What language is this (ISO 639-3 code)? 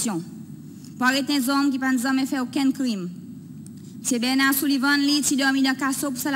crs